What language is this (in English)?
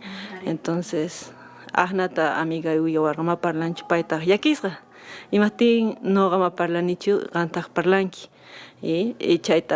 Quechua